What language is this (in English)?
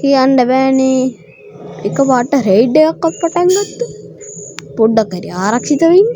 Sinhala